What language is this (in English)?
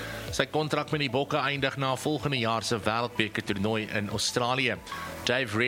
Afrikaans